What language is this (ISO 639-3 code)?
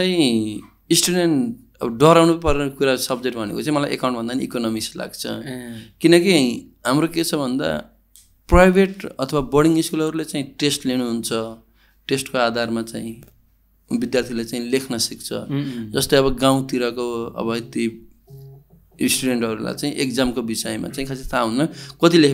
nep